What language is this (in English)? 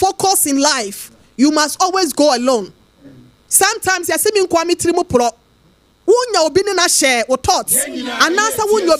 Akan